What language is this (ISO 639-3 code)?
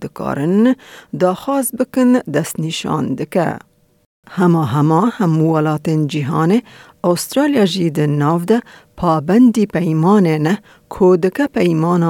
kur